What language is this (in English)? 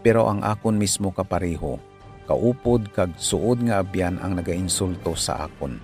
Hiligaynon